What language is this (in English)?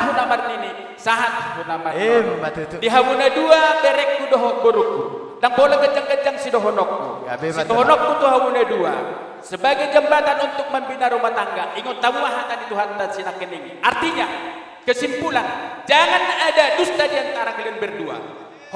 Batak Toba